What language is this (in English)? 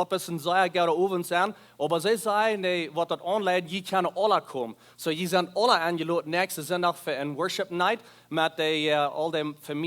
Plautdietsch